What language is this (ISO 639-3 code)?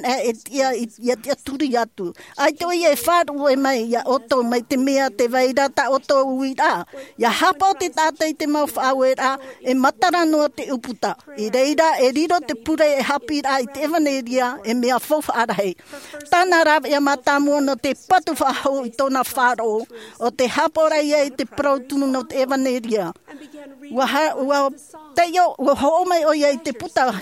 tah